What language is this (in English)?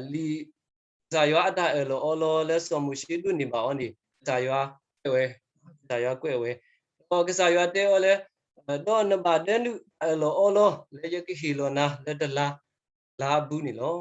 S'gaw Karen